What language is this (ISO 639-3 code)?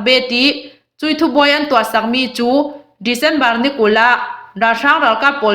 cnh